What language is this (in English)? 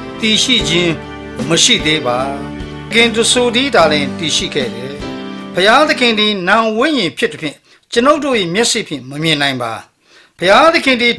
Burmese